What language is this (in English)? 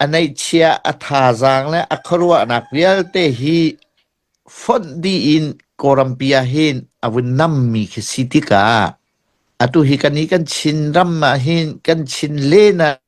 Hakha Chin